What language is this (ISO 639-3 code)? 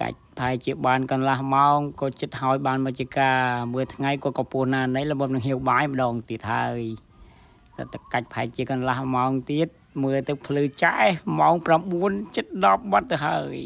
khm